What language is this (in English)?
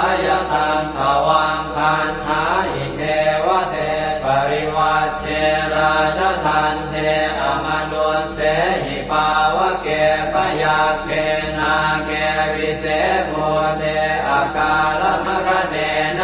Pali